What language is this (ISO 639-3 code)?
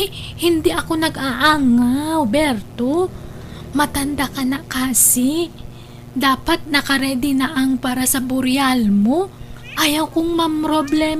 ilo